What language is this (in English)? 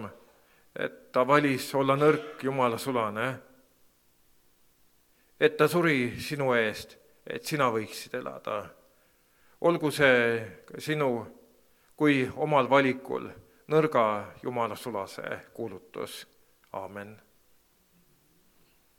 Estonian